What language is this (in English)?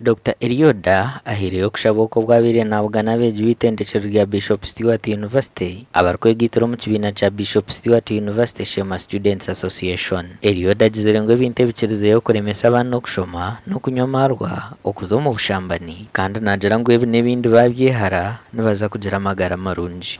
Nyankole